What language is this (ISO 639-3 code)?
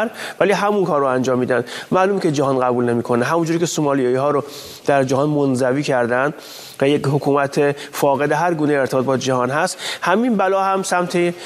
fas